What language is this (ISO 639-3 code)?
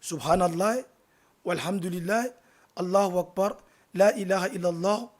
bam